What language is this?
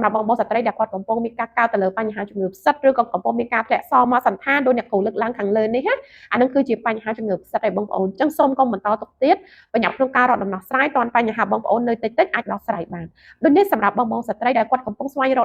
Khmer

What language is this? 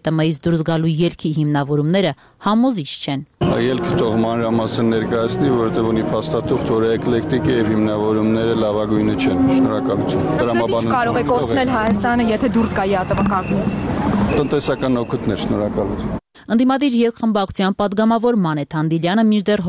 Armenian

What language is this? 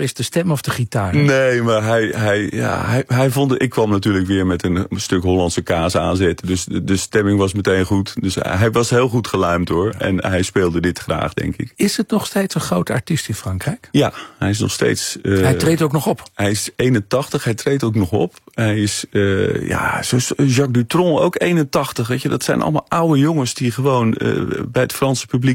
Dutch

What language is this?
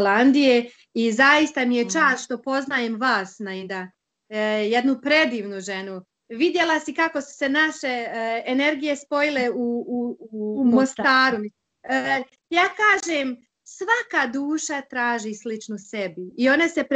Bosnian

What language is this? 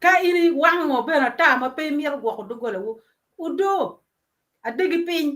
Acoli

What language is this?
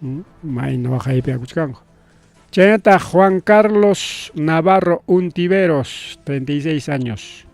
Ayacucho Quechua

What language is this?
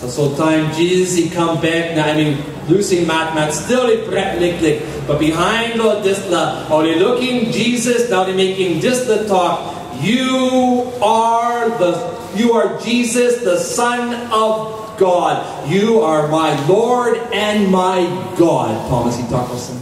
Tok Pisin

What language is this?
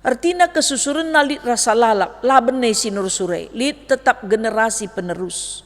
Batak Karo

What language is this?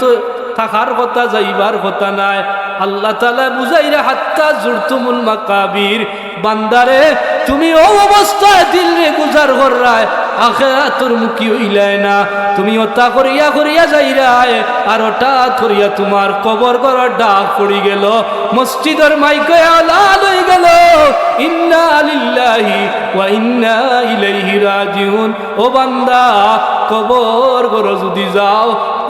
Sylheti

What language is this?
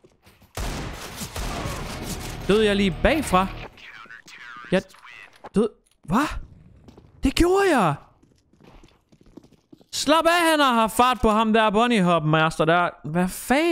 Danish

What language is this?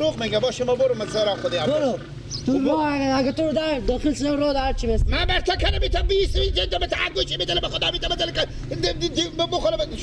Persian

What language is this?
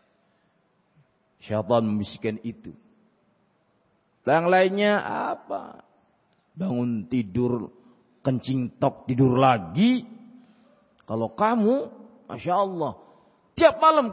Indonesian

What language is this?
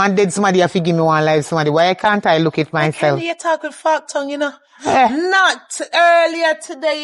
Jamaican Creole English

